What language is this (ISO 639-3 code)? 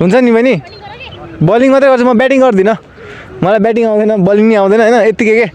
nep